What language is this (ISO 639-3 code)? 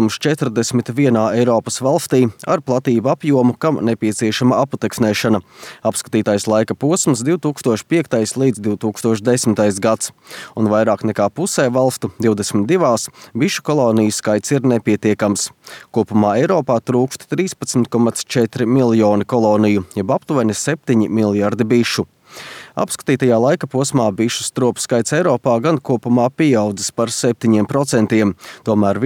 lav